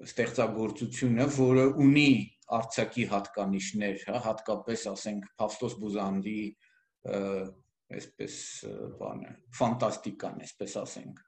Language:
Armenian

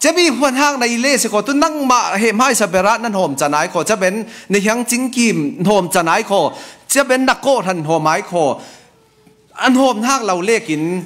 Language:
Falam Chin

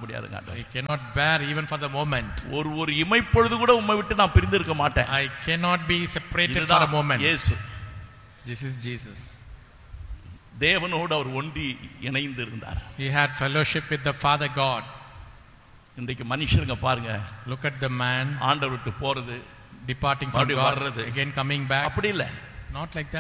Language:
Tamil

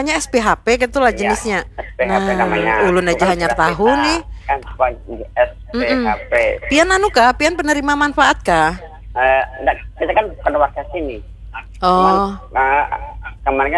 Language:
Banjar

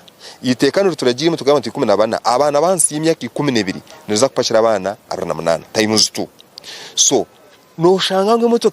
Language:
Nyankole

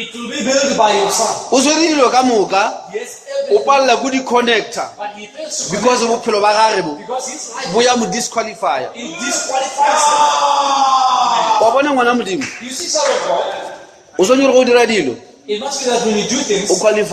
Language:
Northern Sotho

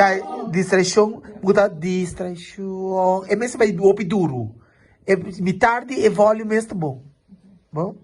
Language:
Papiamento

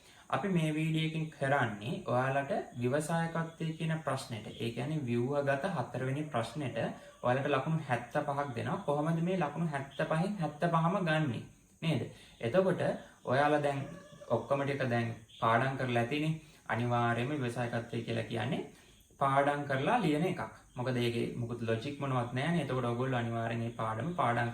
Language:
Sinhala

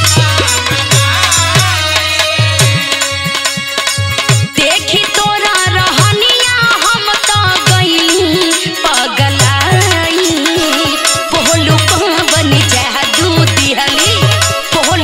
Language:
Bhojpuri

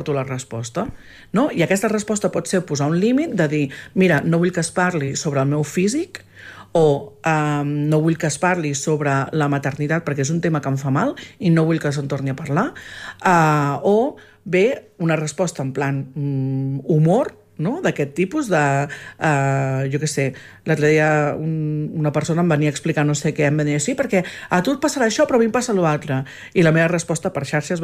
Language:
Catalan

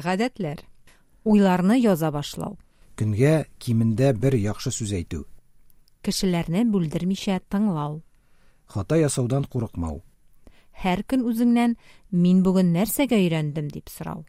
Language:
Tatar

